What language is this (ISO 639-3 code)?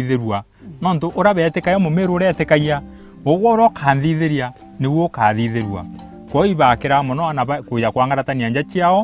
mer